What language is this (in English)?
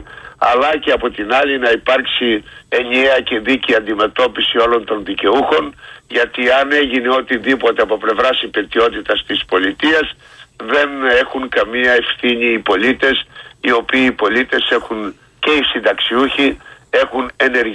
Greek